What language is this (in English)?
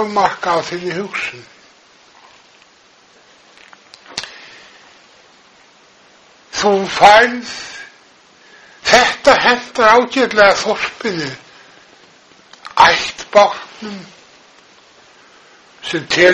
Icelandic